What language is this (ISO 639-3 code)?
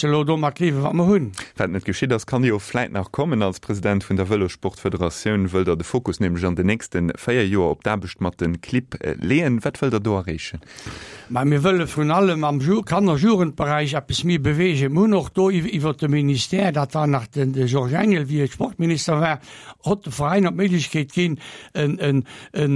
ltz